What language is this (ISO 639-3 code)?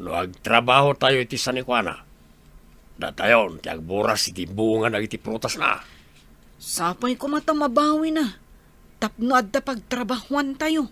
ilo